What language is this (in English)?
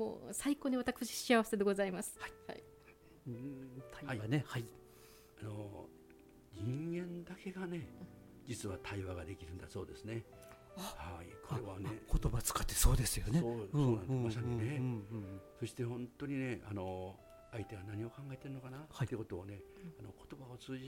Japanese